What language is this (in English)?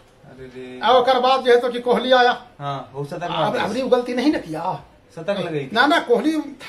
Magahi